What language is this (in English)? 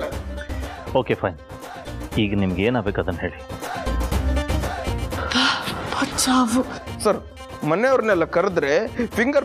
Kannada